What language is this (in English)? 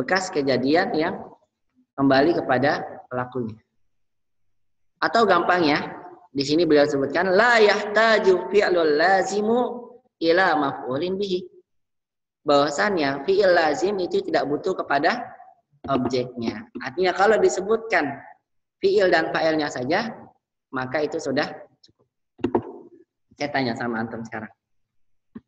Indonesian